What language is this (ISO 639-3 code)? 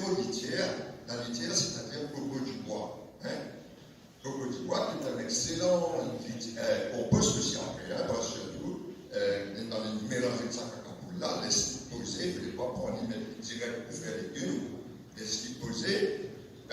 mfe